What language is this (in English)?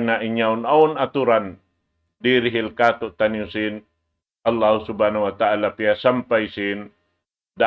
Tausug